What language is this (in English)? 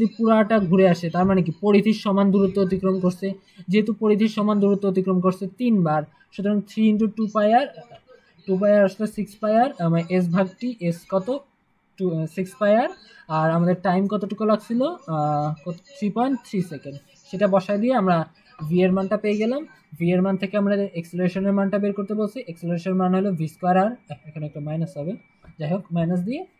Bangla